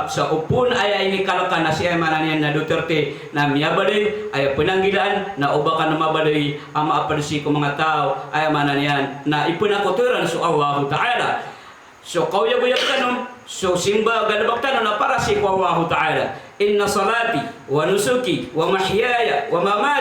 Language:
Maranao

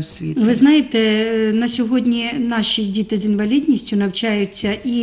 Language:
Ukrainian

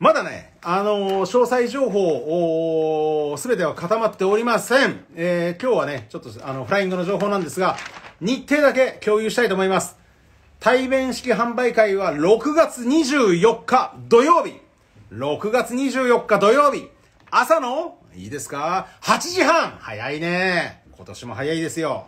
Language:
Japanese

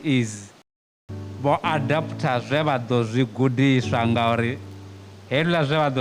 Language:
Venda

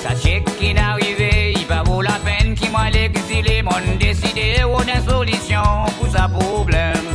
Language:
Seselwa Creole French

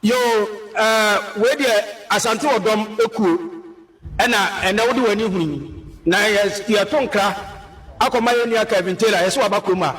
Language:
Akan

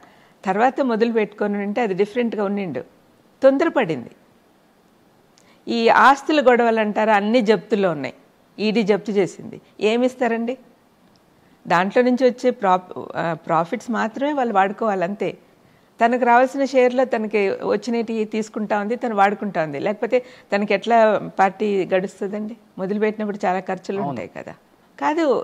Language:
Telugu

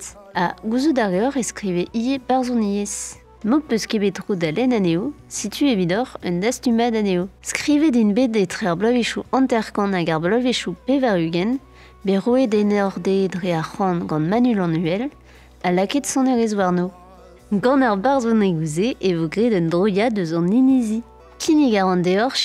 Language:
Breton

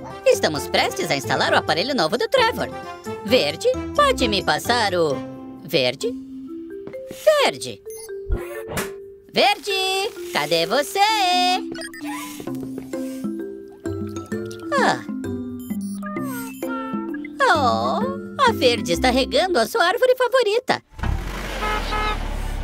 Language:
Portuguese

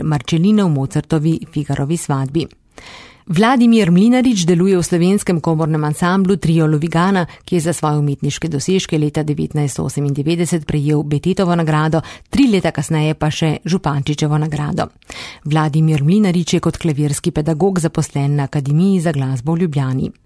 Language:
Slovenian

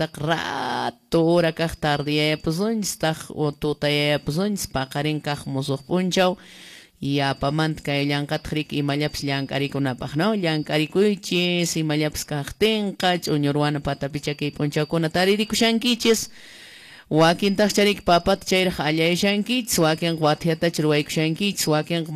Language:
Quechua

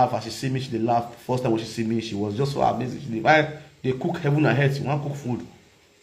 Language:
Nigerian Pidgin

